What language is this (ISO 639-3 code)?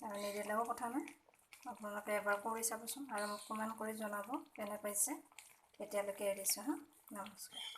asm